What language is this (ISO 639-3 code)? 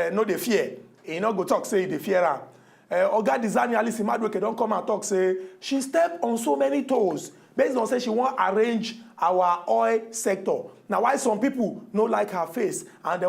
pcm